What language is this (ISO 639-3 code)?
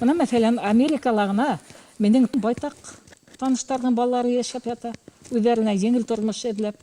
bak